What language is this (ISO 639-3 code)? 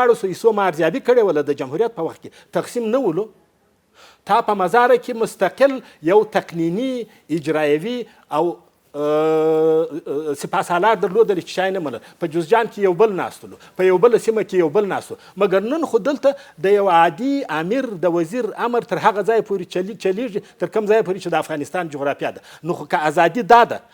pus